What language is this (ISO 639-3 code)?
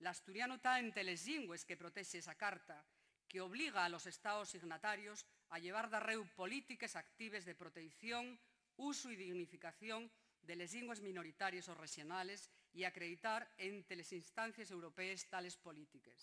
ast